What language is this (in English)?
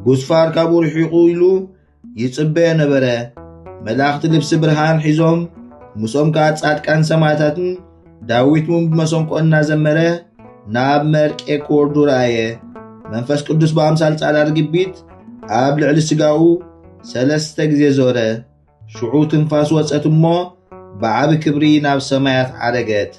Tigrinya